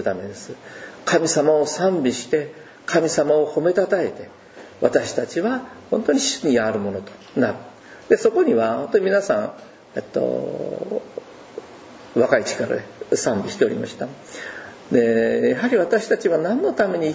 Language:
Japanese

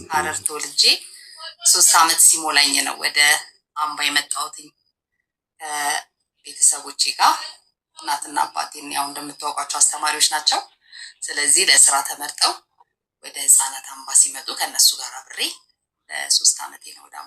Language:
Amharic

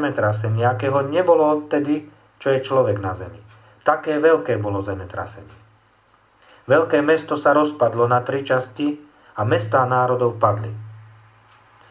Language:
Slovak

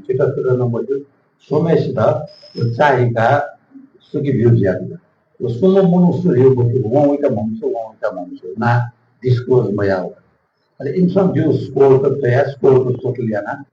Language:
Newari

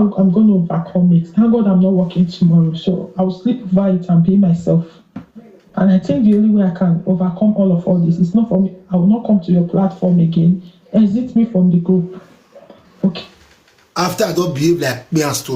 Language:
Nigerian Pidgin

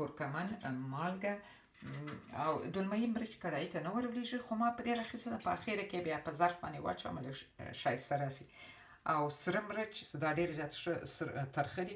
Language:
Pashto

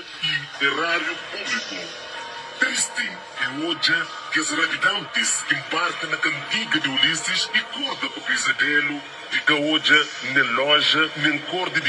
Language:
Kabuverdianu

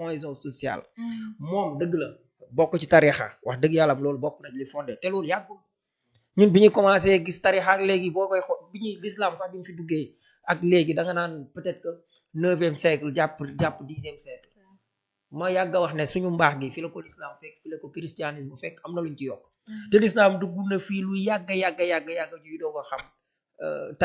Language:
Wolof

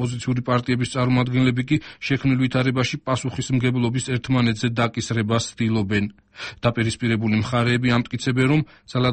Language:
Georgian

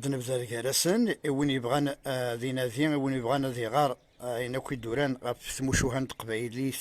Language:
Kabyle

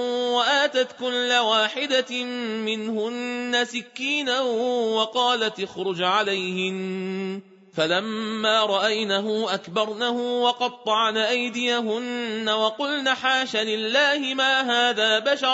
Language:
Arabic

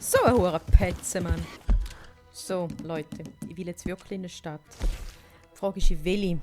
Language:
Swiss German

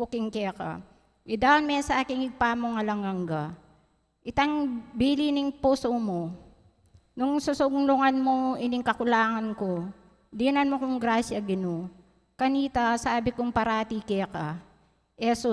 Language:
Pampanga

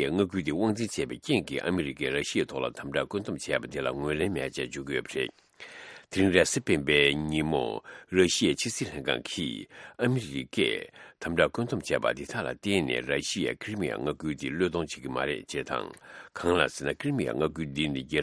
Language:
Tibetan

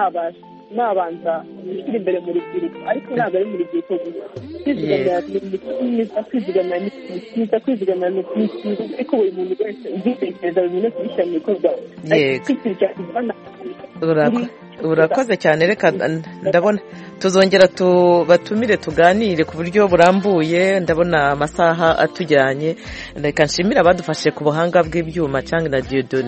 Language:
Kinyarwanda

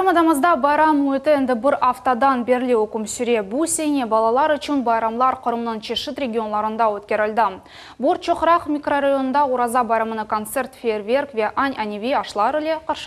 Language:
Crimean Tatar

